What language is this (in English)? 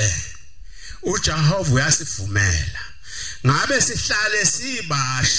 Zulu